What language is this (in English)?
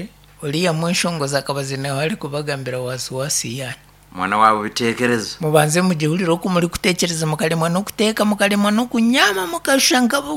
Nyankole